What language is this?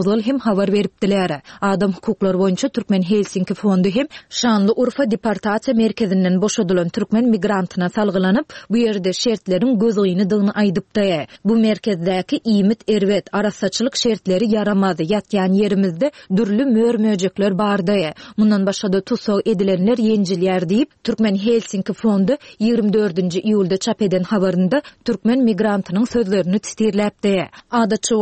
Turkmen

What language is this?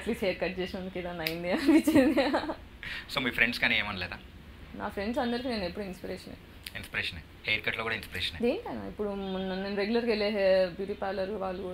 Telugu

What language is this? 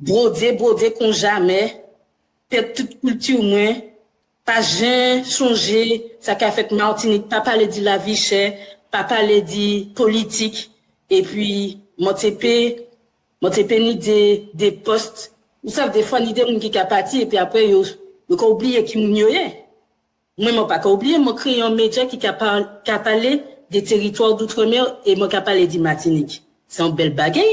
Guadeloupean Creole French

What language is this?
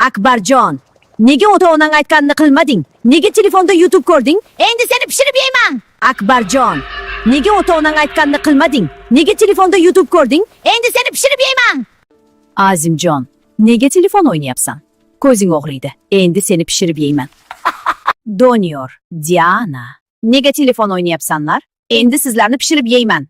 Uzbek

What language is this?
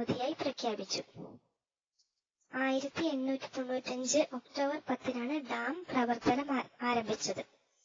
Malayalam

